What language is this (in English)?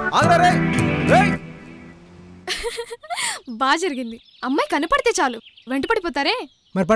Telugu